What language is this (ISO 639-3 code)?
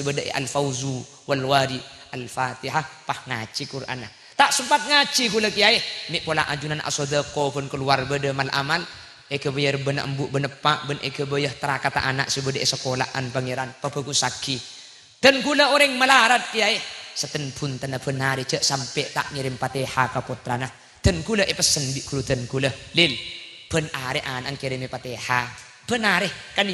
mad